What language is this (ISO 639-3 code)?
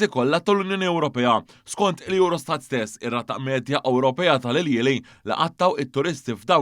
mlt